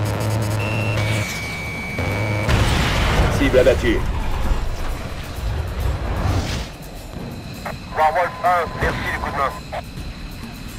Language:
French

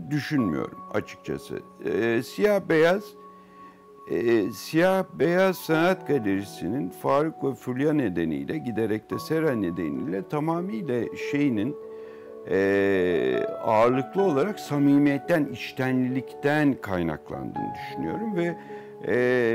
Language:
Turkish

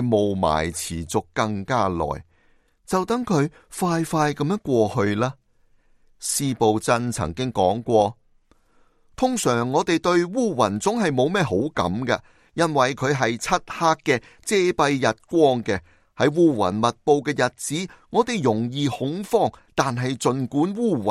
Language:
Cantonese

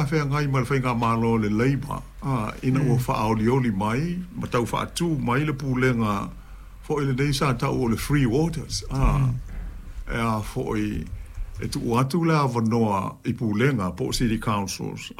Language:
Samoan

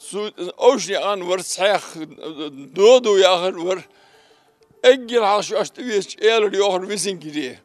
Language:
Ingush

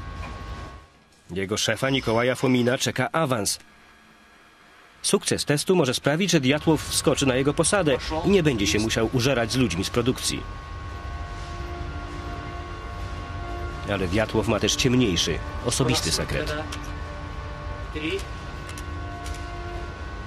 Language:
Polish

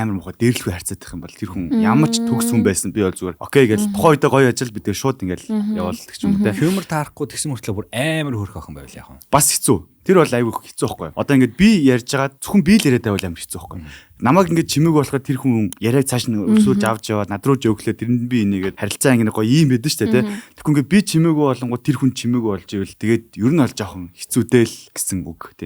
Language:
Mongolian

